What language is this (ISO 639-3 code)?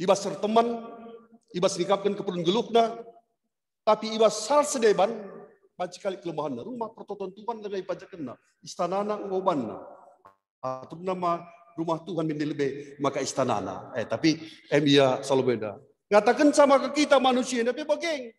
btx